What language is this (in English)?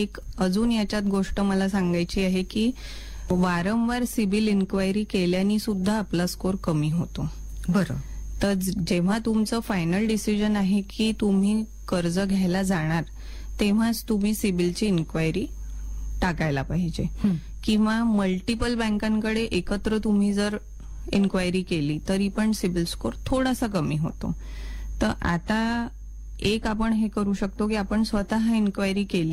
Marathi